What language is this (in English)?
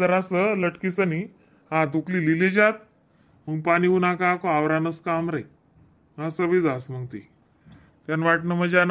Khandesi